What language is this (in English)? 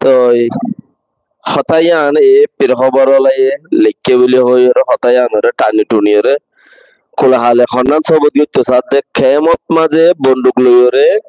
Rohingya